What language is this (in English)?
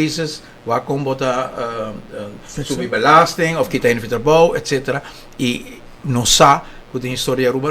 Papiamento